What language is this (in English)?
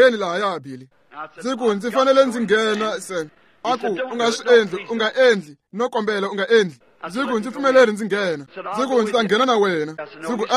Tsonga